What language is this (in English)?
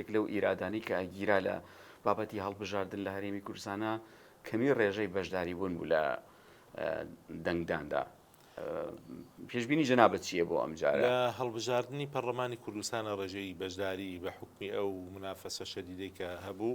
Central Kurdish